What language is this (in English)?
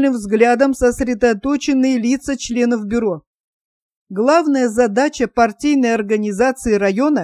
Russian